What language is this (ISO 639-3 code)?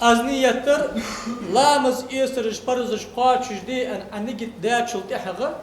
inh